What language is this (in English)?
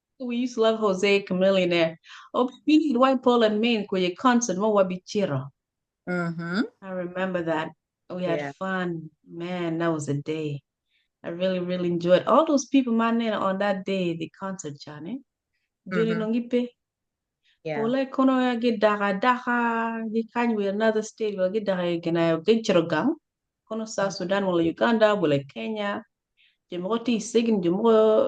Acoli